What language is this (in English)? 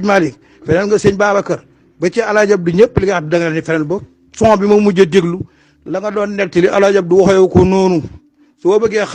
Wolof